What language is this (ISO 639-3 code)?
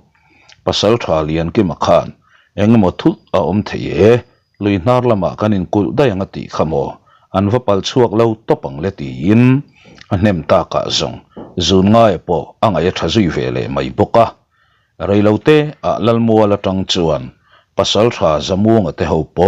lus